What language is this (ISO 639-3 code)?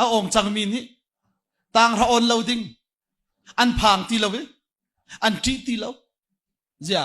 cnh